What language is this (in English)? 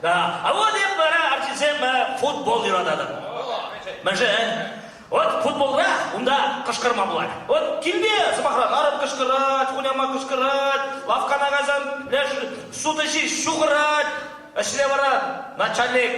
Chuvash